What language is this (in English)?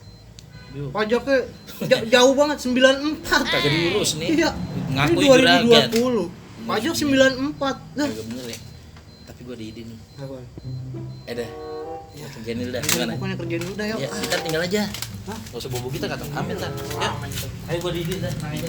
Betawi